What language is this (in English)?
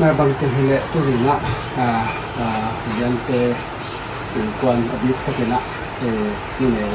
Paite Chin